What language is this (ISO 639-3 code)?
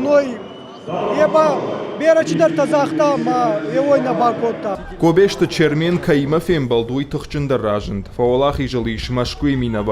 oss